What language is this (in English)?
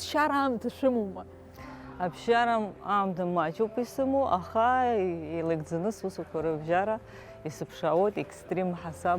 Abkhazian